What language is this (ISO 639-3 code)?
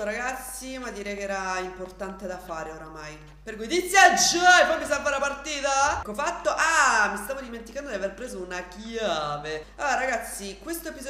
ita